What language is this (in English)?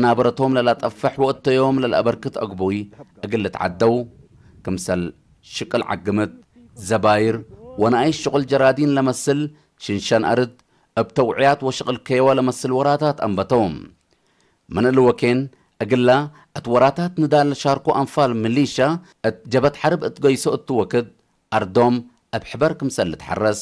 Tigre